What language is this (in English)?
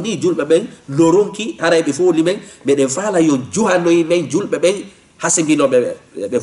Fula